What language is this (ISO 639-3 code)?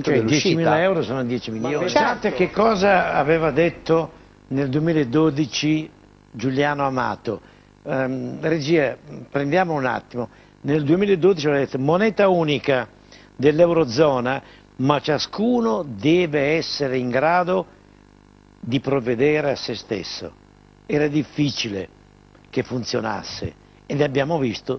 ita